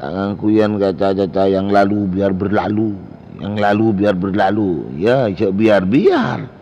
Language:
Madurese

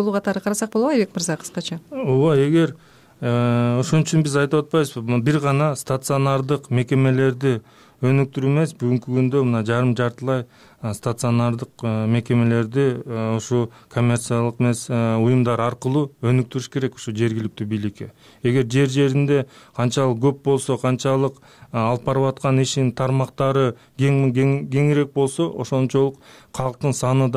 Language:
Kyrgyz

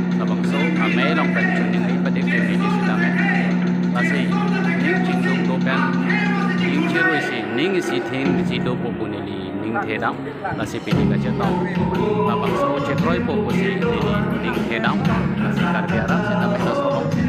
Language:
Karbi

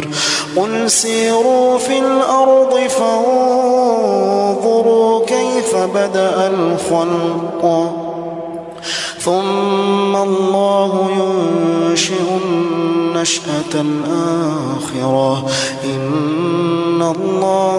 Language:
Arabic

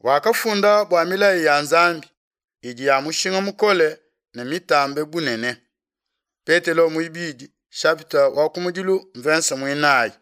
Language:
Luba-Lulua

